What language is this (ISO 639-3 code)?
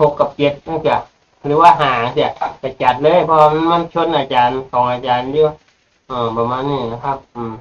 tts